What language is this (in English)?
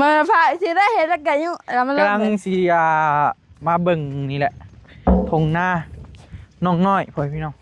Northeastern Thai